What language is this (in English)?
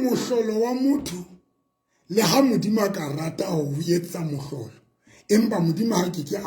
Southern Sotho